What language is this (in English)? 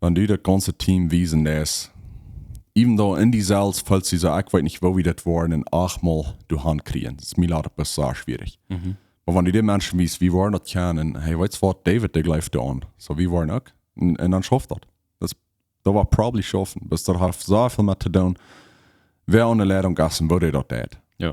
Plautdietsch